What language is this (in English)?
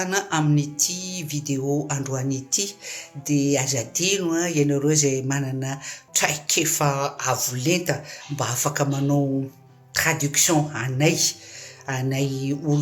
Malagasy